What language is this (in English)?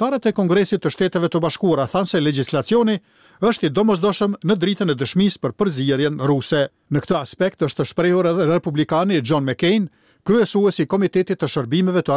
Albanian